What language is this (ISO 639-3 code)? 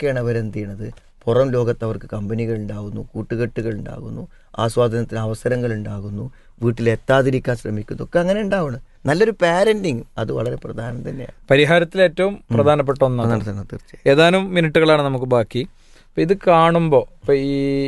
mal